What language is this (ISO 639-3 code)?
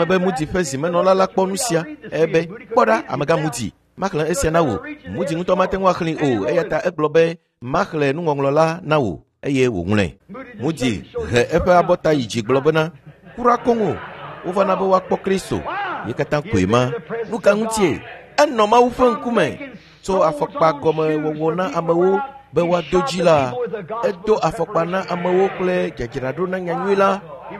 ewe